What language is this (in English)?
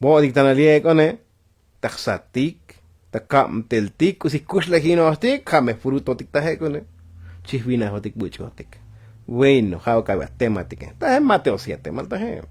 Tzotzil